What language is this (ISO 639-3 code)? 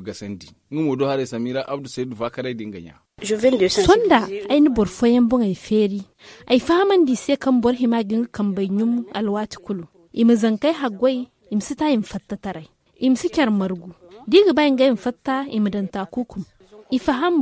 dje